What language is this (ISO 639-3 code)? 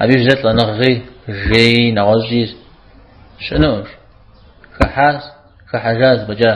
kbd